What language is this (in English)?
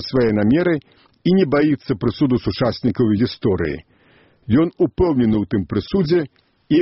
Belarusian